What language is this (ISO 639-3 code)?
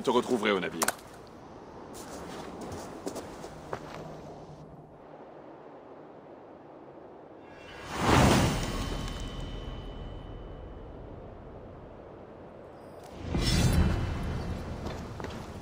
fra